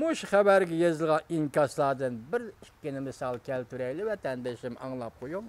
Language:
Uyghur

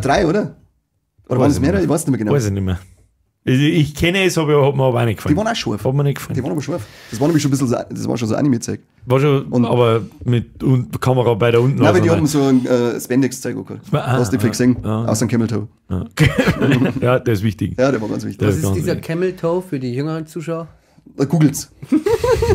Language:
Bavarian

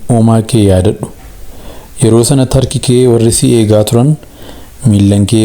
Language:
Oromo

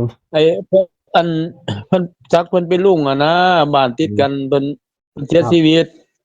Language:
Northeastern Thai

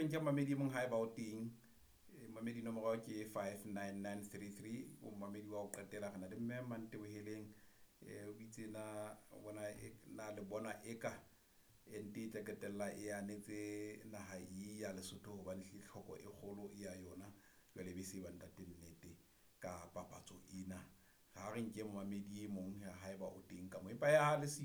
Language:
Southern Sotho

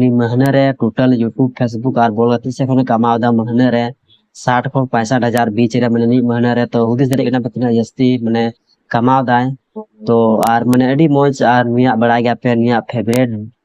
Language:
Santali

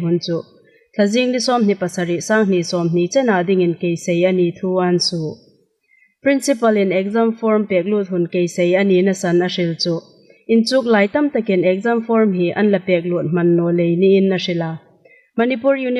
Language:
Hmar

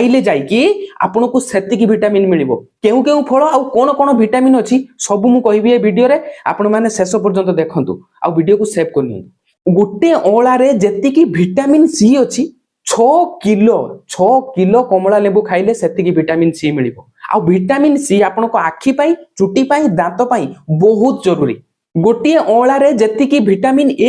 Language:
Odia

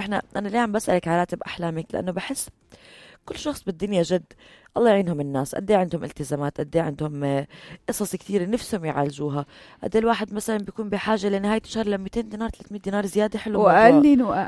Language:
North Levantine Arabic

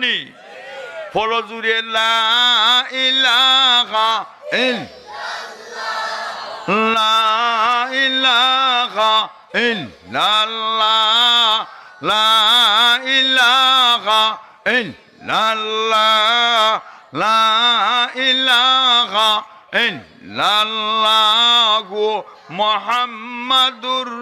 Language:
Sylheti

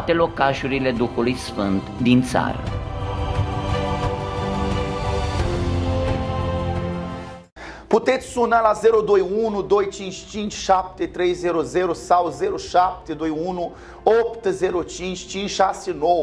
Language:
Romanian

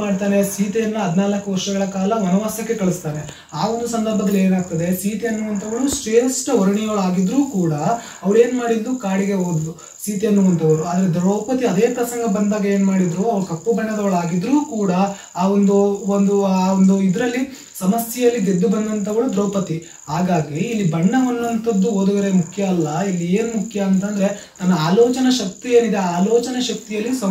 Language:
Kannada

